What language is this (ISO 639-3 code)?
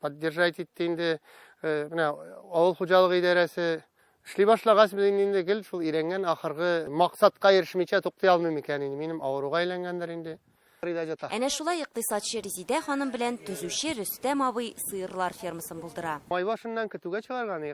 tat